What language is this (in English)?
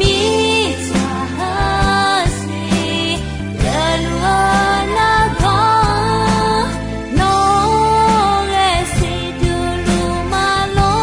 Akha